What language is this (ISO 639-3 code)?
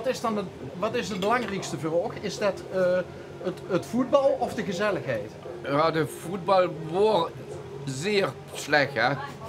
lim